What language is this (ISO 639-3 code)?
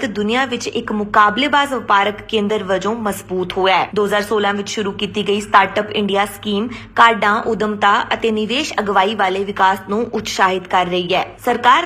pan